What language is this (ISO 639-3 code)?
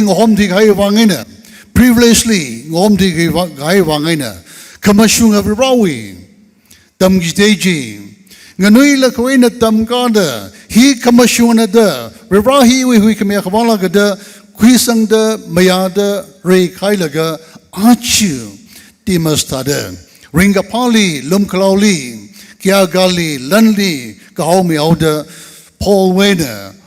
nmf